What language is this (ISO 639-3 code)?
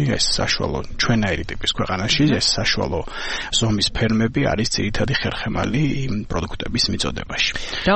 kat